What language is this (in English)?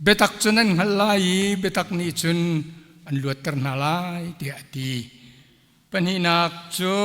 Hakha Chin